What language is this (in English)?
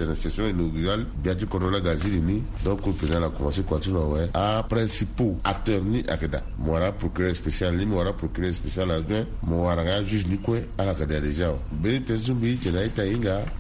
Sango